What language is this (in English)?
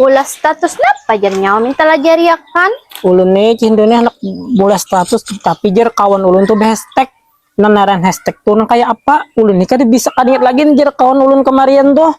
Banjar